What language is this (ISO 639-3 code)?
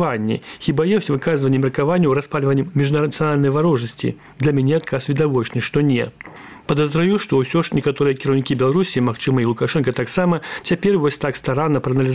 bel